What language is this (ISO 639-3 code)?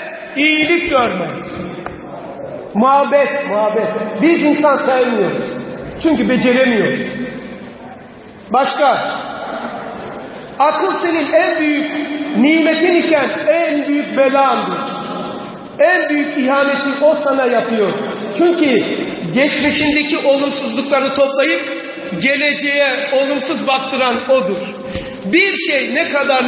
tur